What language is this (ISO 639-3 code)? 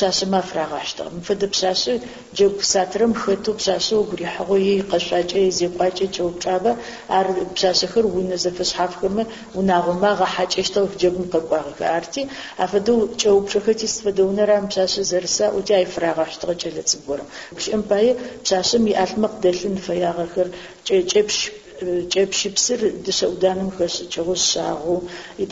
ady